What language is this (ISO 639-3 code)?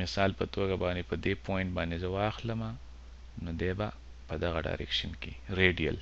pus